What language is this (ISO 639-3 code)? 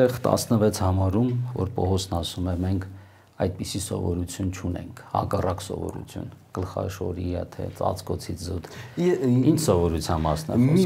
hye